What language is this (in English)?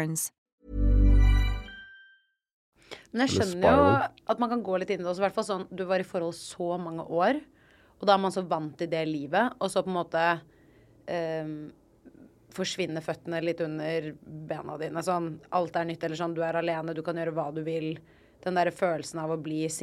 Norwegian